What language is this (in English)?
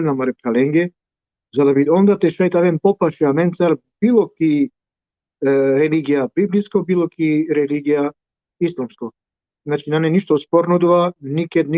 Balkan Romani